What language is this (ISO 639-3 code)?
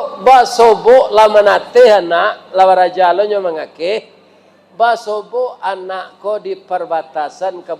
min